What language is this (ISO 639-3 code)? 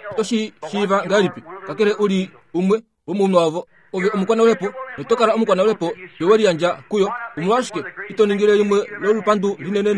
kua